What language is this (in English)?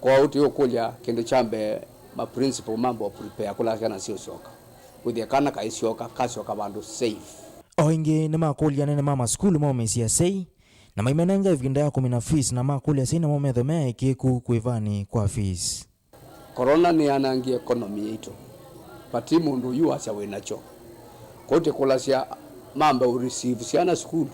Kamba